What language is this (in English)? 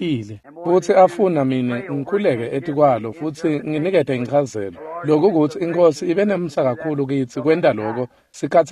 Swati